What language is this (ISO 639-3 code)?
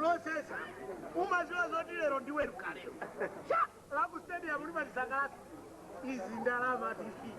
nya